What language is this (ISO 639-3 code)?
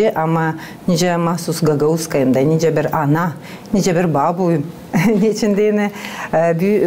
gag